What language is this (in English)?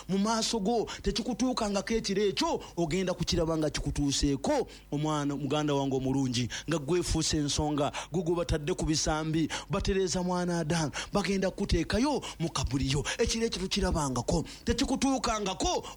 Ganda